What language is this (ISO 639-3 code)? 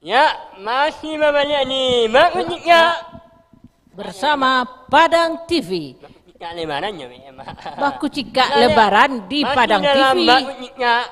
min